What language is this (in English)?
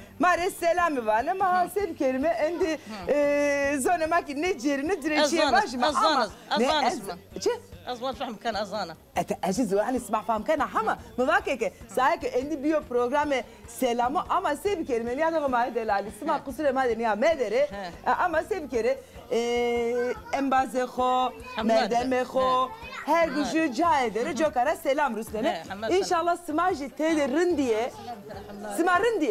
Zaza